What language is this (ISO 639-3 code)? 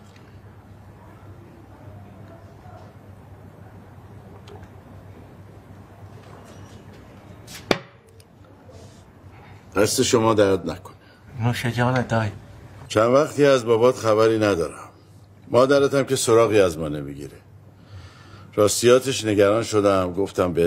fas